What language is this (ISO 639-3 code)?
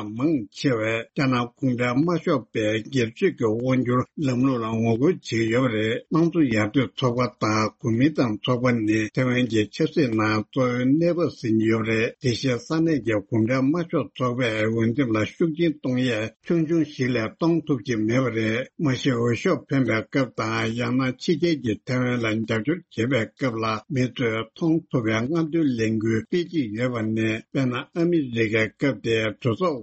bod